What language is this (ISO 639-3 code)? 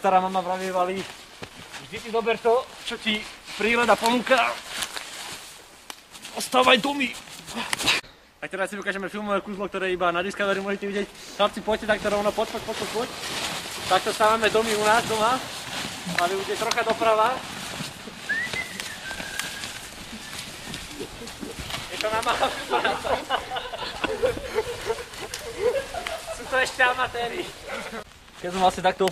slk